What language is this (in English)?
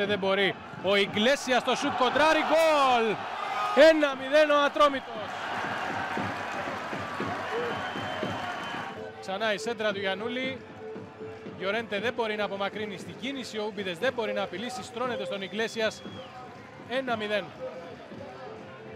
Greek